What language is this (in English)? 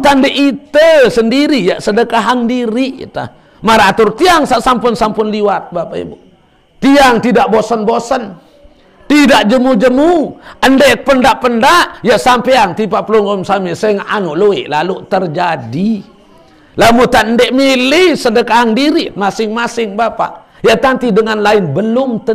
Sasak